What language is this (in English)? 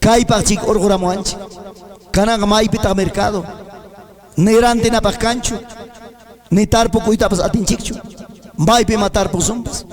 Ayacucho Quechua